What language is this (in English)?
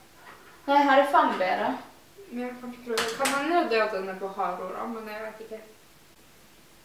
Norwegian